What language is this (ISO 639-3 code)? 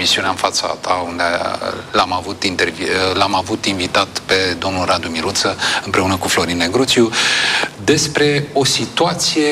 ron